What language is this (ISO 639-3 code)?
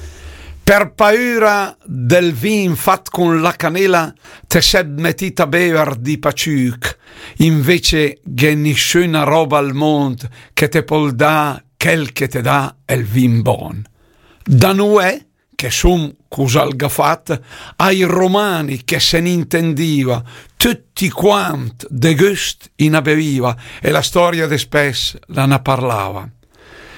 lmo